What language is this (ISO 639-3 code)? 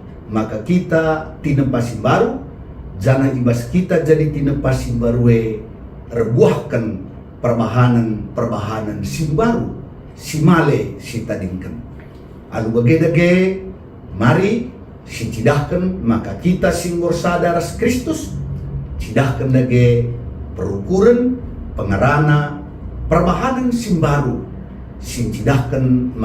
btx